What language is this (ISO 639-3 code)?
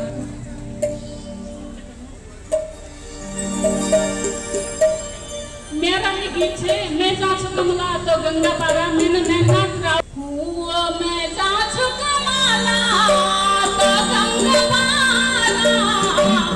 hin